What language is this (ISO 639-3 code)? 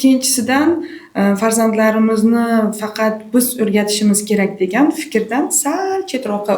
uzb